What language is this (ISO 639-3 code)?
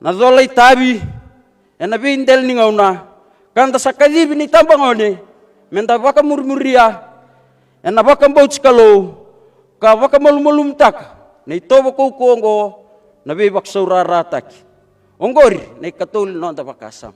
fij